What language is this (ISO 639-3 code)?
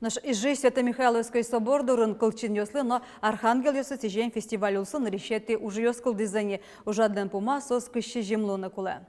udm